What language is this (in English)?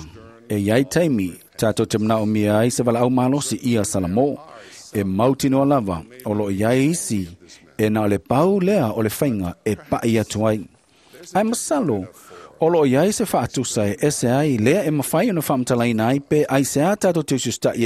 Samoan